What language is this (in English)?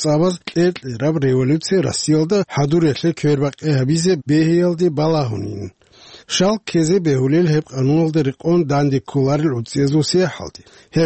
Avaric